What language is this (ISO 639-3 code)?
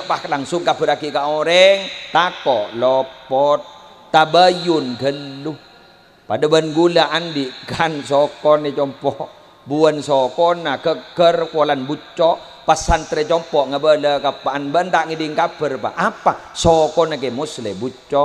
mad